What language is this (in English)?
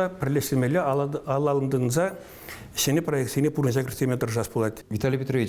Chuvash